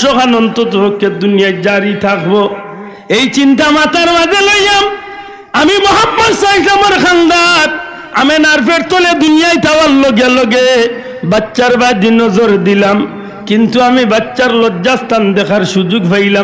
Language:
Sylheti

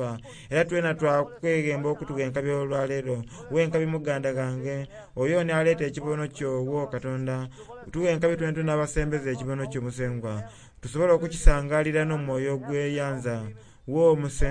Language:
Soga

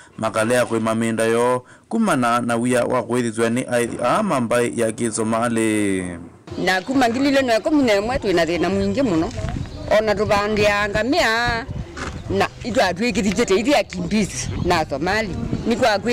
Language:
Kamba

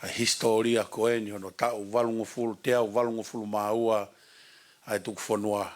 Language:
Tongan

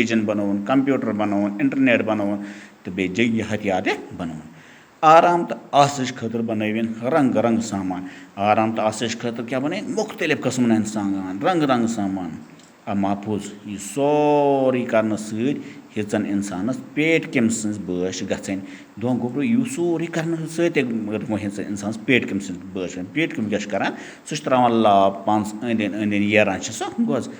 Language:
Kashmiri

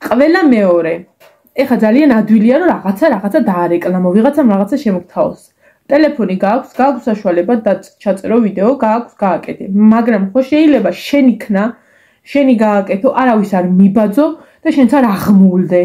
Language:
Georgian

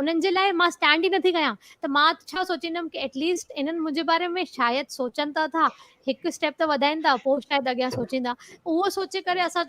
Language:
Sindhi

